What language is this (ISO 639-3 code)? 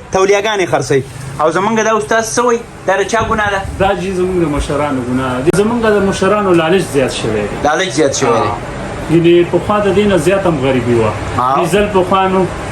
pus